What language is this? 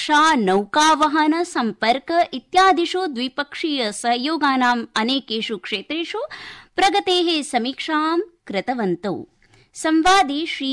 Sanskrit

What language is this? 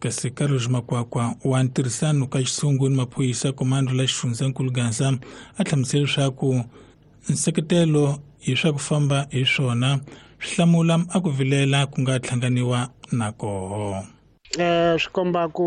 Tsonga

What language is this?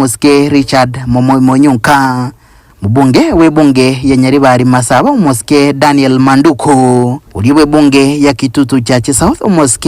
Gusii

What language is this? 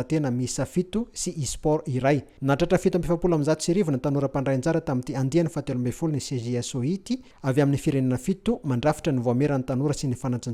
Malagasy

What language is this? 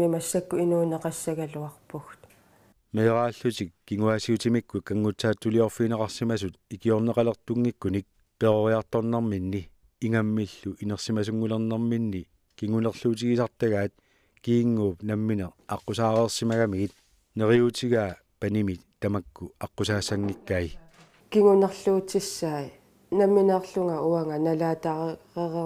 Kalaallisut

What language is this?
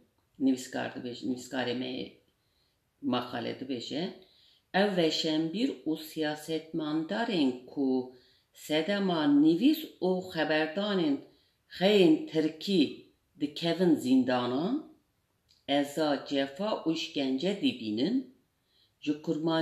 Kurdish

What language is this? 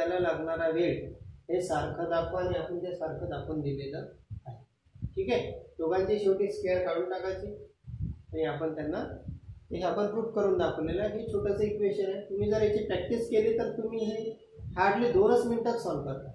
Marathi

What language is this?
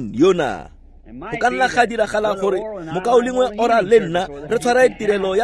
Tswana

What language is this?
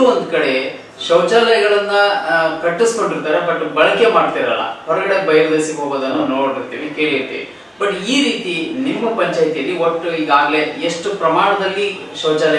Kannada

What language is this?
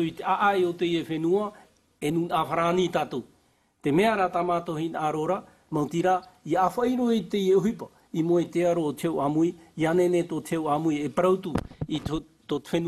Tahitian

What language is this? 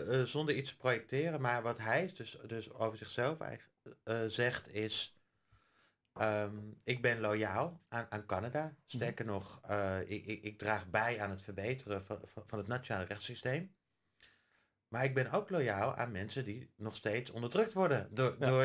Dutch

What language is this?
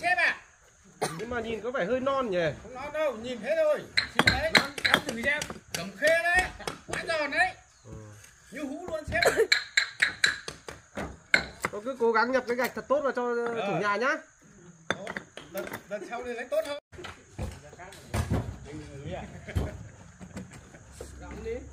Vietnamese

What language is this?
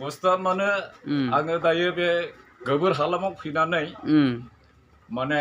Bodo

